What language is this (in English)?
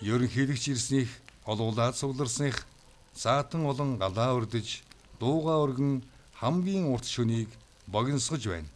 Mongolian